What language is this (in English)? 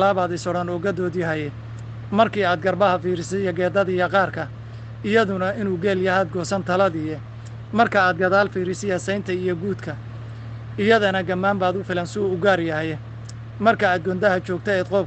Somali